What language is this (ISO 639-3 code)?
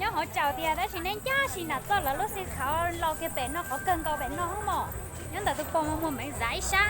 hmn